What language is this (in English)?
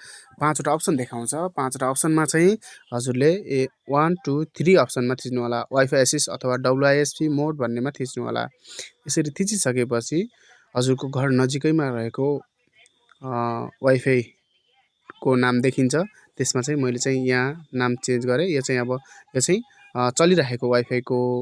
Nepali